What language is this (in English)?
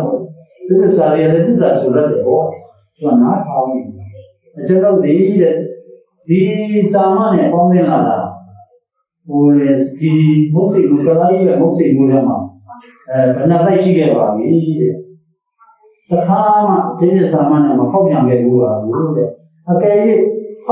Burmese